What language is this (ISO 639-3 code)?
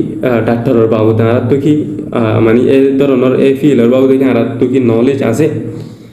rhg